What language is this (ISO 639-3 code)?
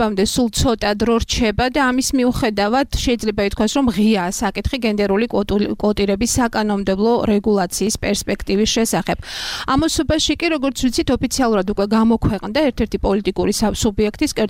kat